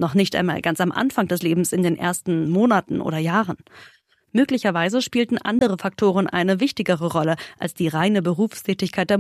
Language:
German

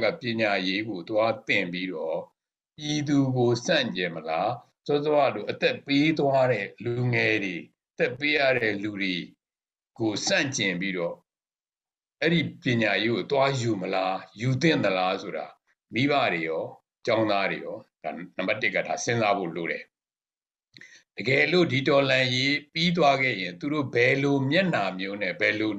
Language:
Burmese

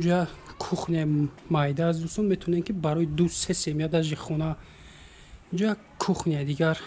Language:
Tajik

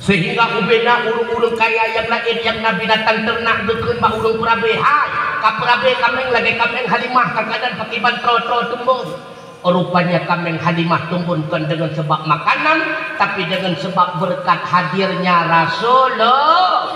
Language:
Achinese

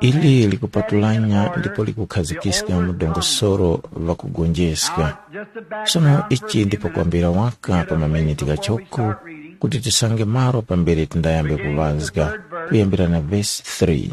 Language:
Tumbuka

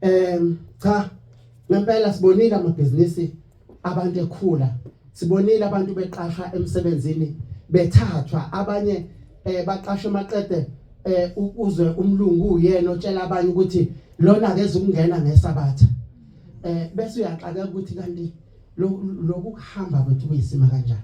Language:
Zulu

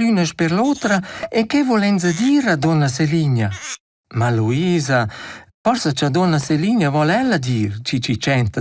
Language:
Romansh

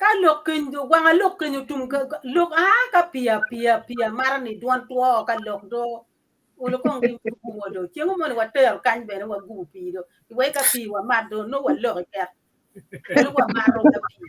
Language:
Acoli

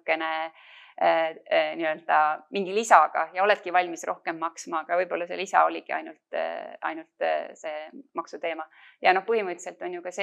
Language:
Estonian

